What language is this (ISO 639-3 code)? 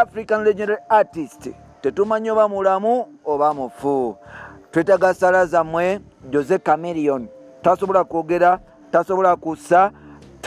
lug